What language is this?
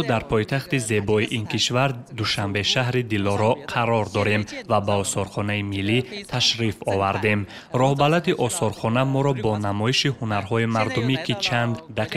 Tajik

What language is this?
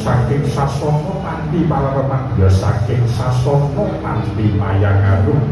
Javanese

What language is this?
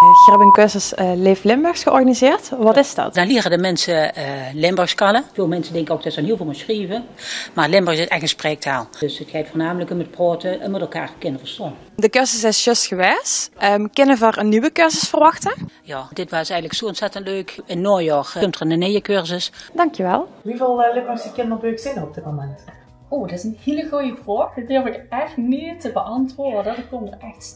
Limburgish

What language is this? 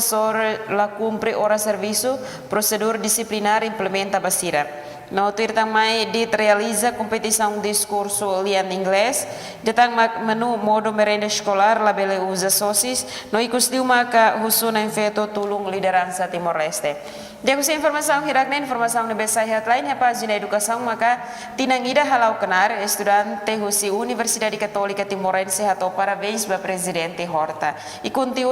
Tetum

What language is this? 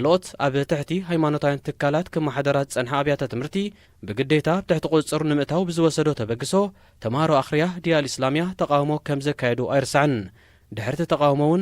Tigrinya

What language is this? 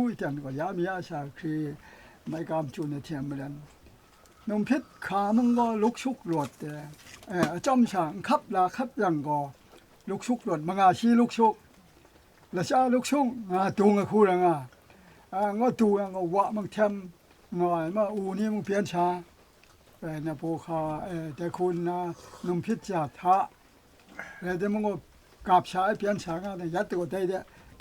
Kachin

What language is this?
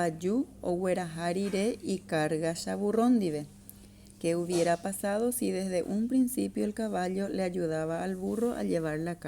Guarani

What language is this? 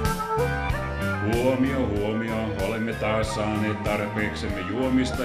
Finnish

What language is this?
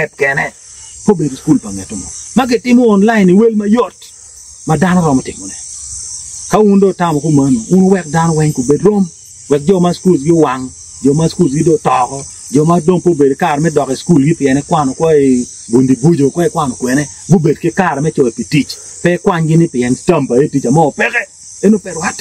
Acoli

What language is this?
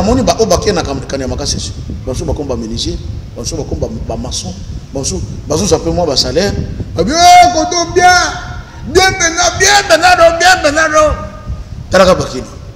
Lingala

